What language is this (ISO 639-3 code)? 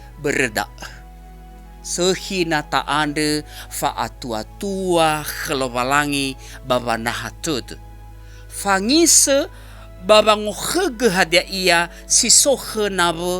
nia